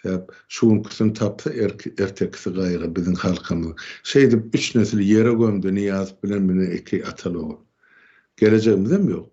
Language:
Turkmen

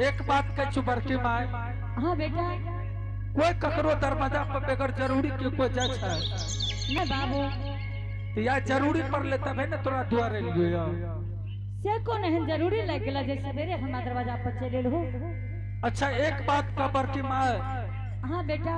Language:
Angika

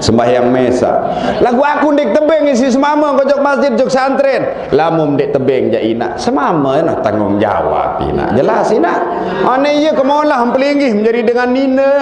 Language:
Sasak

